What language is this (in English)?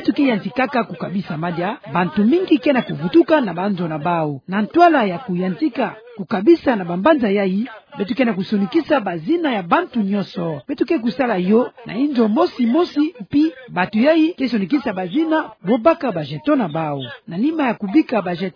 Kituba (Democratic Republic of Congo)